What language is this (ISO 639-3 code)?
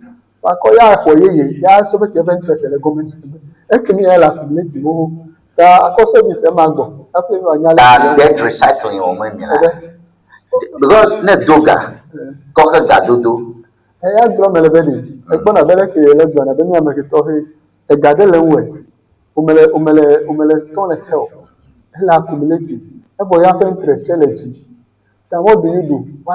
ewe